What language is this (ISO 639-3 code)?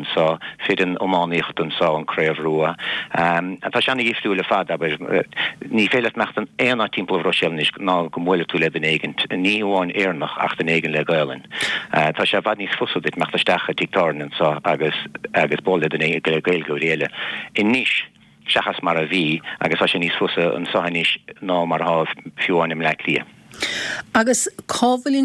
gle